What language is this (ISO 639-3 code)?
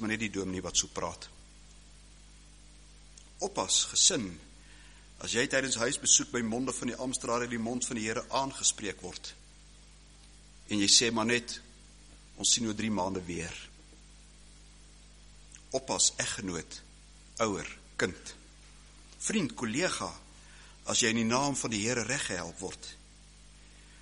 afr